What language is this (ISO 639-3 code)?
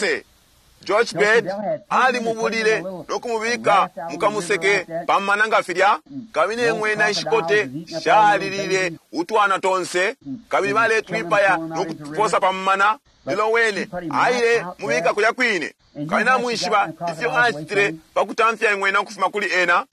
bem